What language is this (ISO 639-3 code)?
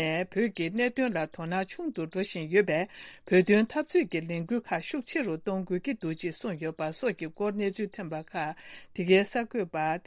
bod